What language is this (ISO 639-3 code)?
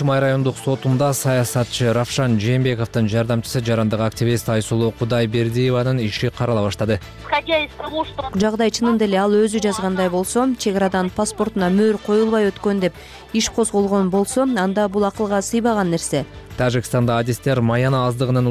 kir